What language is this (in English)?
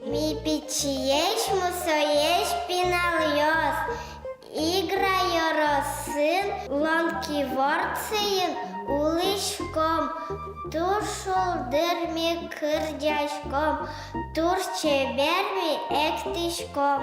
Udmurt